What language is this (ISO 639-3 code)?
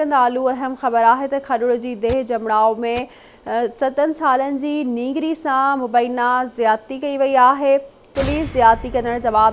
snd